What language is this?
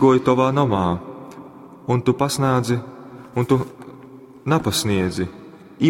Latgalian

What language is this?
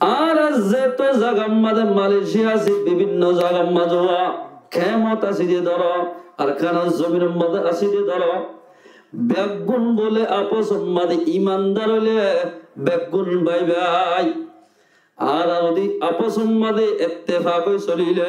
Rohingya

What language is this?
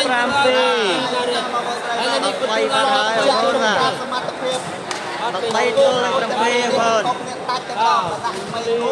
Khmer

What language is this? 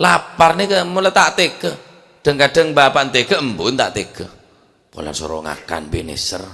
Madurese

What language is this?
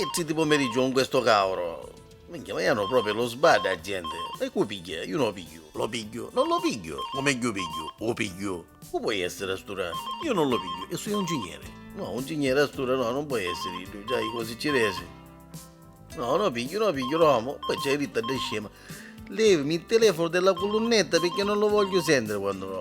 Neapolitan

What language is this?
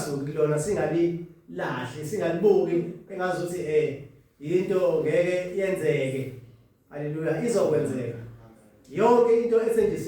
Zulu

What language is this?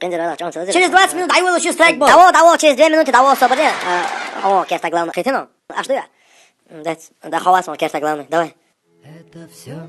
Chechen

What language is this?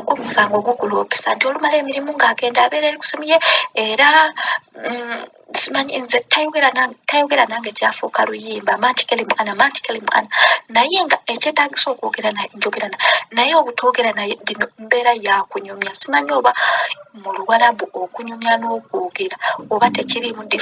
Ganda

